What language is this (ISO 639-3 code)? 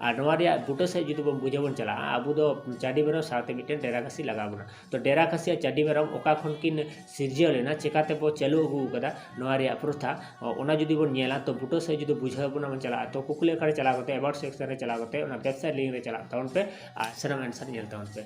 sat